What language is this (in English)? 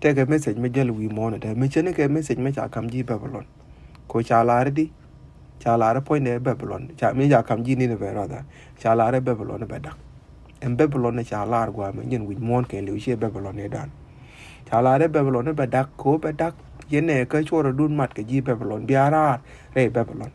Nuer